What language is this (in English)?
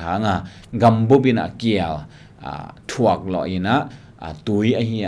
Tedim Chin